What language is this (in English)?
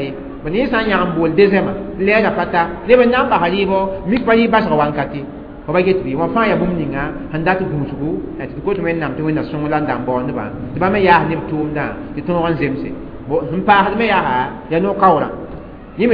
Mossi